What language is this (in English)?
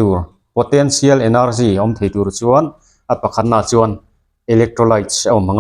Mizo